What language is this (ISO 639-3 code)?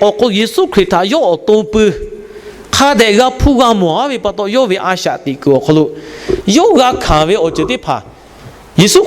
lhu